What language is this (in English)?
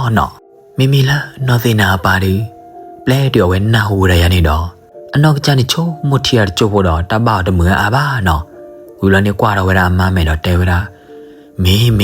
S'gaw Karen